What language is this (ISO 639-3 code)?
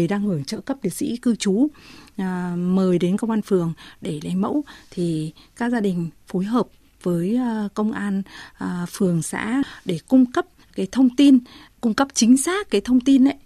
vie